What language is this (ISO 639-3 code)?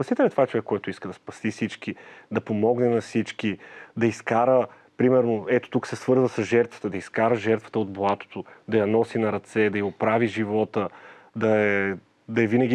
bul